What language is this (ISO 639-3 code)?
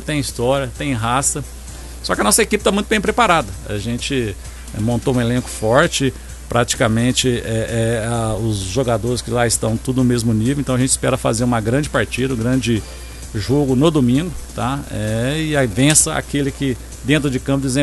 por